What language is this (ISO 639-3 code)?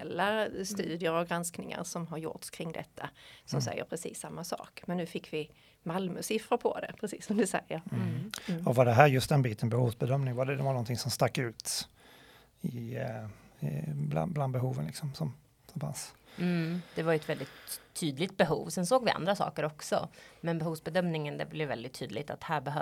swe